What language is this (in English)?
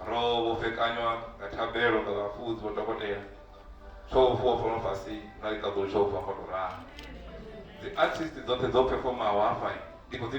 Venda